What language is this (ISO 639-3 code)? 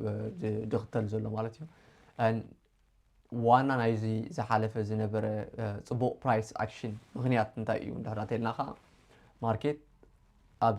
tir